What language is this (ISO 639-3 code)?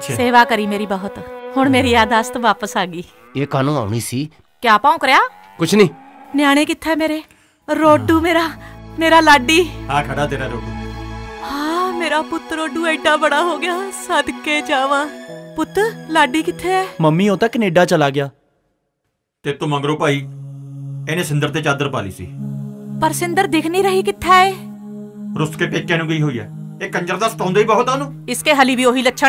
pan